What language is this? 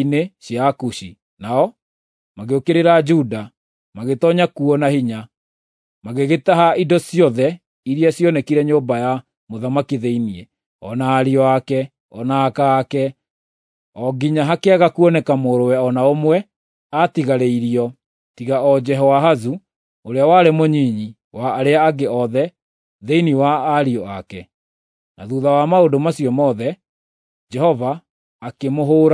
Kikuyu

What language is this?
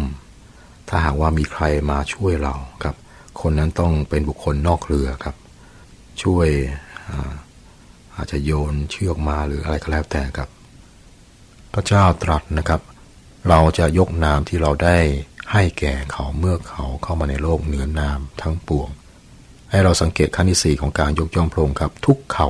Thai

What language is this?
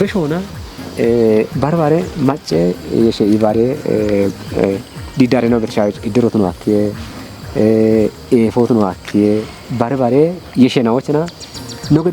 Kafa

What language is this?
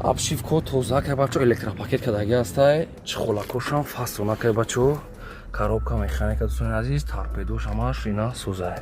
Tajik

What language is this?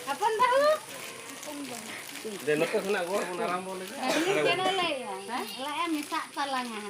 Santali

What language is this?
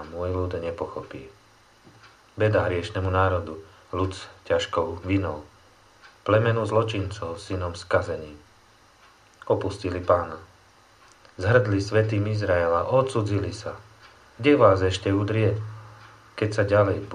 Slovak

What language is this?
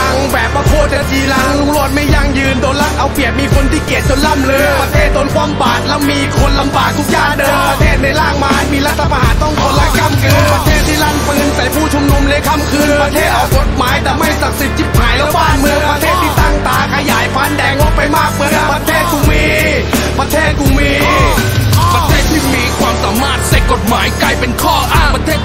Thai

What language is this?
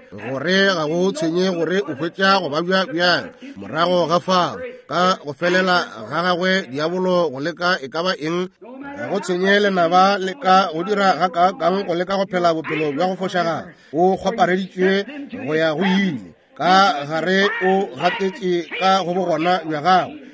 Northern Sotho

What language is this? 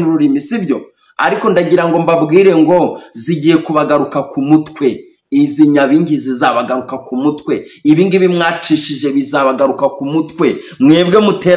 Kinyarwanda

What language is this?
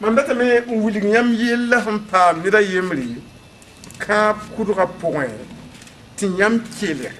Mossi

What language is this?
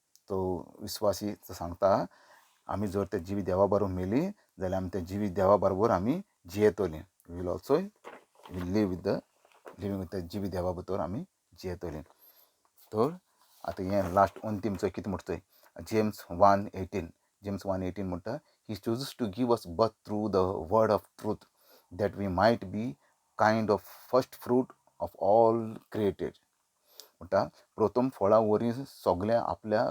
Konkani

